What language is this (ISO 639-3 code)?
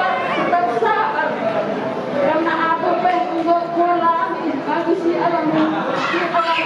btx